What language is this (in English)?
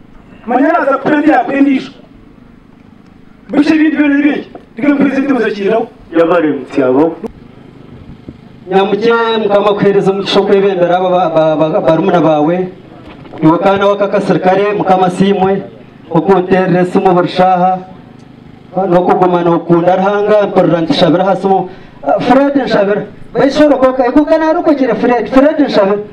Kinyarwanda